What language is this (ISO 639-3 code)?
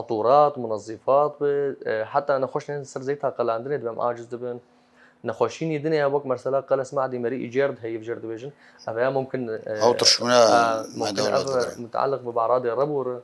kur